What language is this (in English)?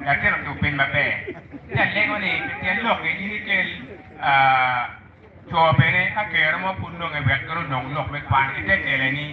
Acoli